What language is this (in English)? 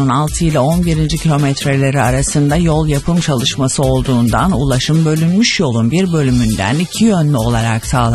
Turkish